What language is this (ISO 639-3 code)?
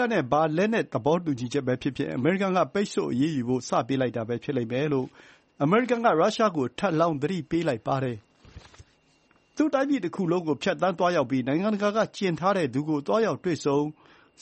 mya